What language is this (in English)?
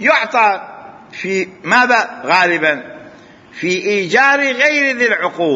Mesopotamian Arabic